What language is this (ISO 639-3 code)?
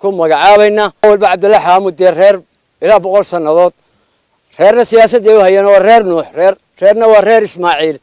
som